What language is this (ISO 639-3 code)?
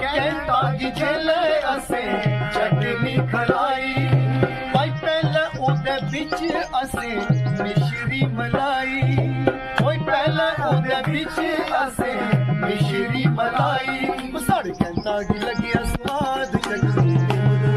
doi